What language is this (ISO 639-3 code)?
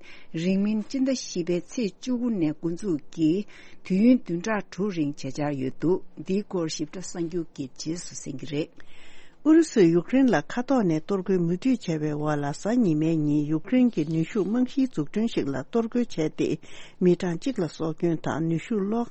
bod